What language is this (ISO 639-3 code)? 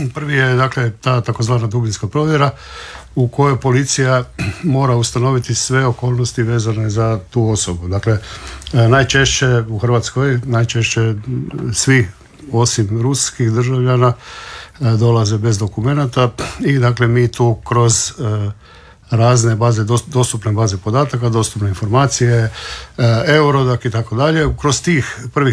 hrv